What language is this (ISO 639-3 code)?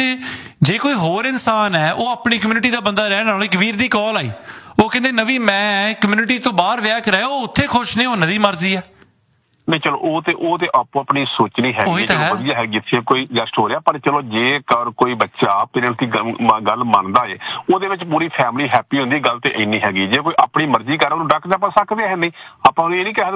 pan